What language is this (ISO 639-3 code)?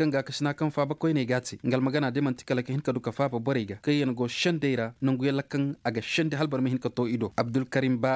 ses